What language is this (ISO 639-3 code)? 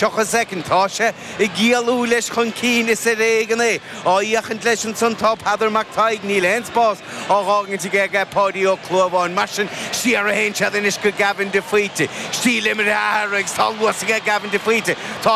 gle